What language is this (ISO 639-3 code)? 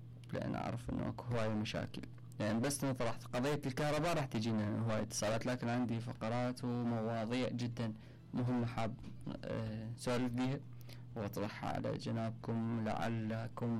acm